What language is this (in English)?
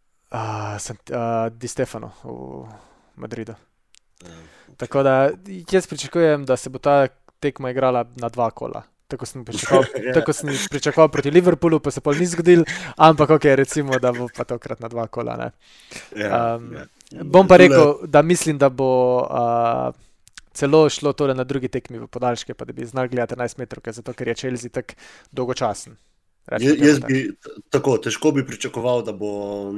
Slovenian